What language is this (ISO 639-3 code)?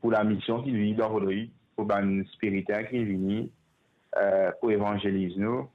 mfe